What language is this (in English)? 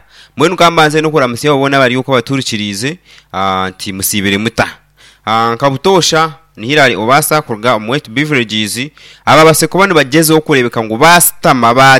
Nyankole